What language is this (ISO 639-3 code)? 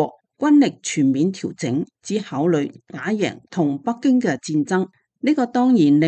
yue